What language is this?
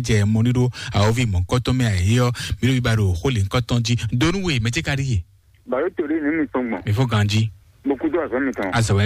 Fon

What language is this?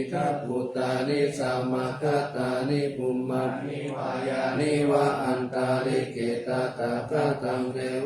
Pali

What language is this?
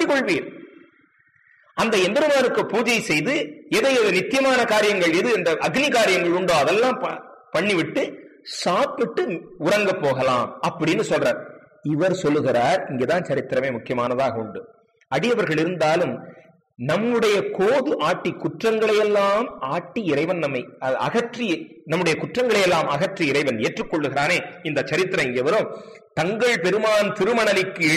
Tamil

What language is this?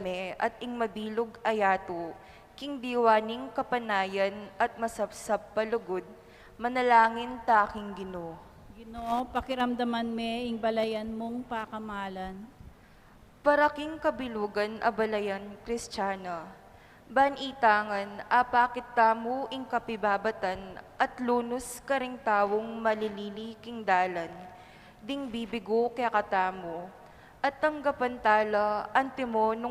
Pampanga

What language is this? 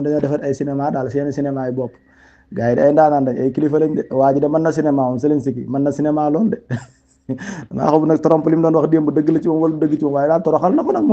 Wolof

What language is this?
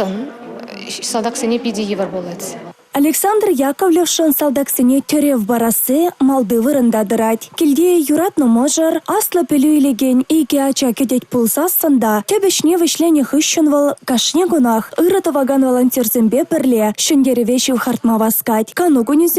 Chuvash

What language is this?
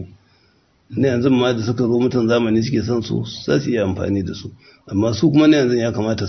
Hausa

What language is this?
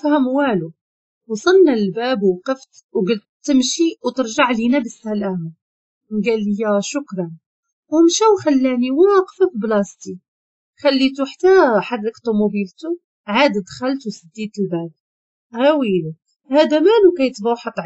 Moroccan Arabic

